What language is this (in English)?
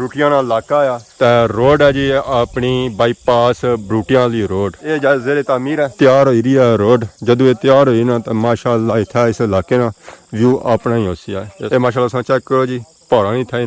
Pahari-Potwari